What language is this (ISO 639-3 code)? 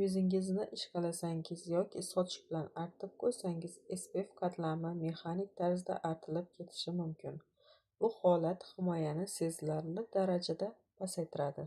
uzb